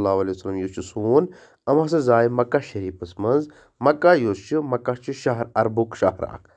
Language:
Kashmiri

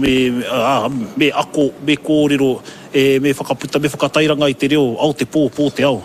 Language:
Māori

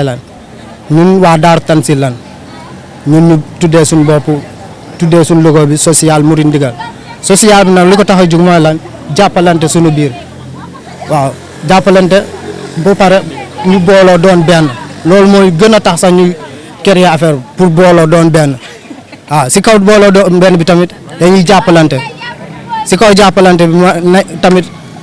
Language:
Wolof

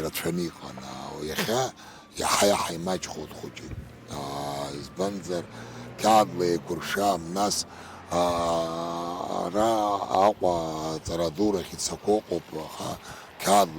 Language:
Abkhazian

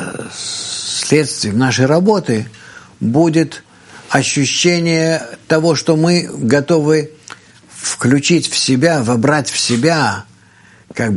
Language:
Russian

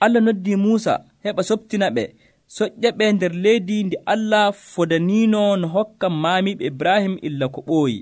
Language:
Nigerian Fulfulde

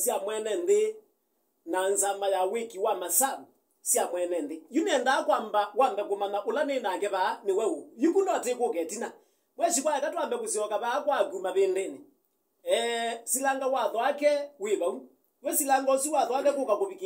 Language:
Kamba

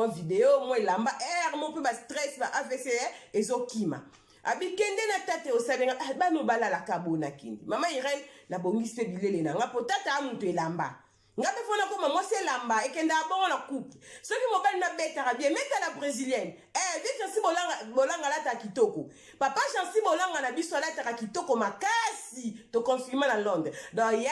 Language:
Lingala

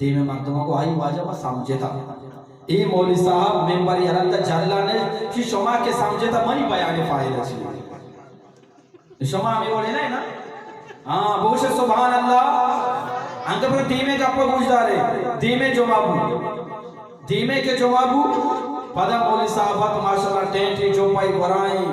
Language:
Eastern Balochi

